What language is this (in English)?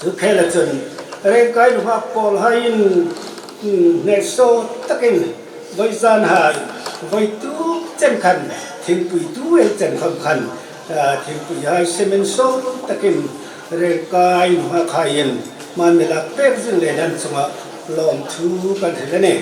Hmar